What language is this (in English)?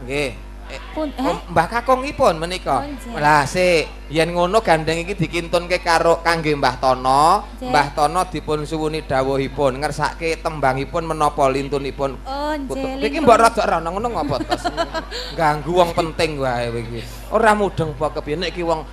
Javanese